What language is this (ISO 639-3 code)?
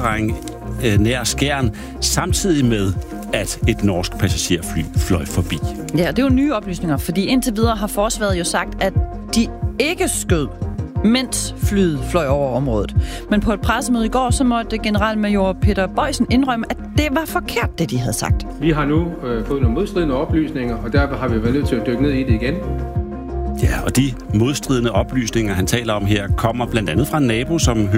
dan